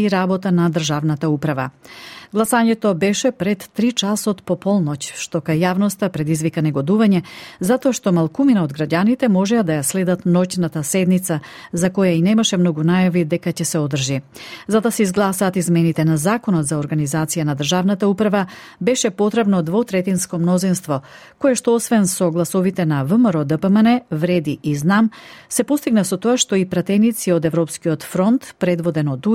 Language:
Macedonian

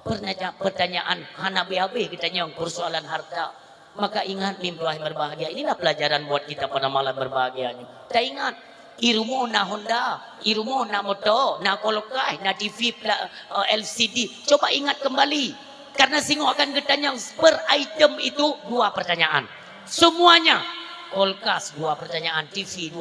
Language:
Achinese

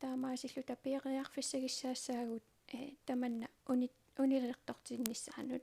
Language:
Kalaallisut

